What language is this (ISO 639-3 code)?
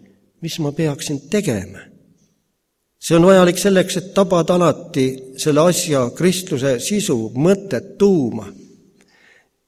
est